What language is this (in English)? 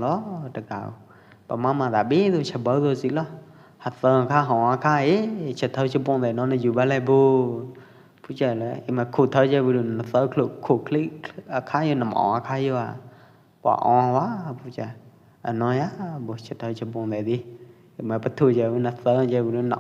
Pwo Eastern Karen